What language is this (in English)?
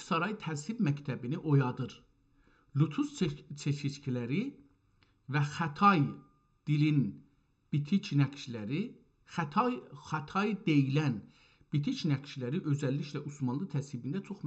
South Azerbaijani